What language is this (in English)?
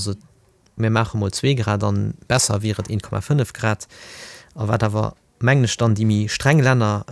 Luxembourgish